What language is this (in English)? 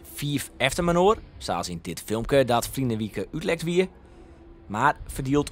Western Frisian